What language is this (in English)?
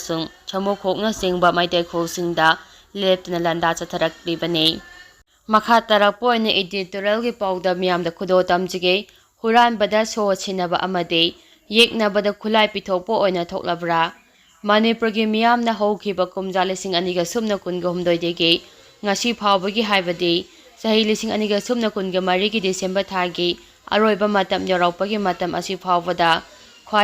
Manipuri